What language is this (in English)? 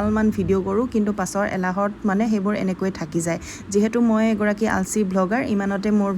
Assamese